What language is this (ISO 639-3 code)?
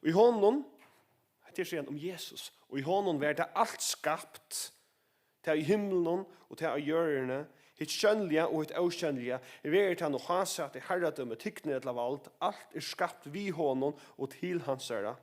fao